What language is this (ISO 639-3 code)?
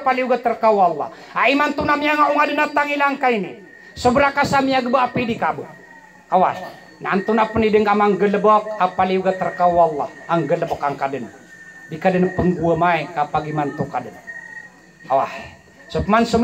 mrw